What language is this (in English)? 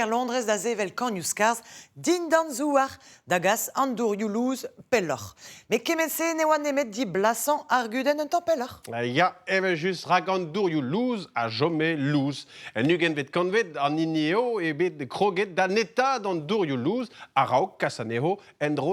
Breton